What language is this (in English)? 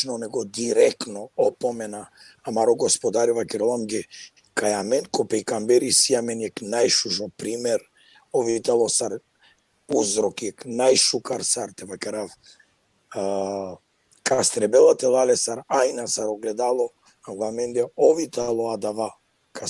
Balkan Romani